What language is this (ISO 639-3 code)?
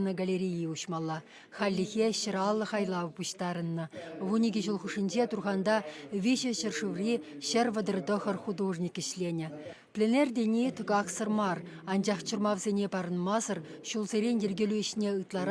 chv